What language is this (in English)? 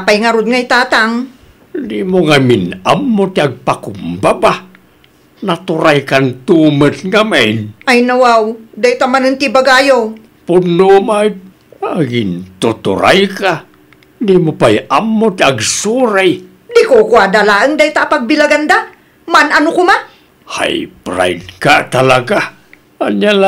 Iloko